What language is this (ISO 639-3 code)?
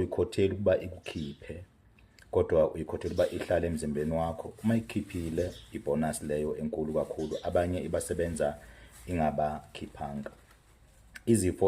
zul